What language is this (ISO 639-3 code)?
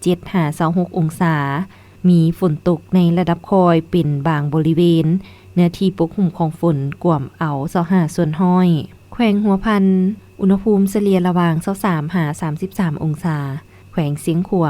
lao